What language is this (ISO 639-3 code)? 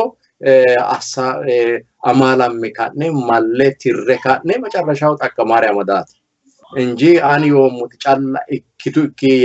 sid